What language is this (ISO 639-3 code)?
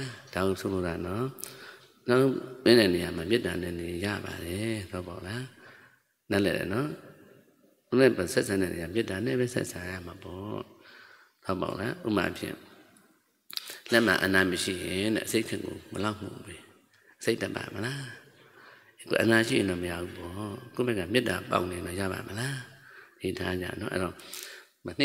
mya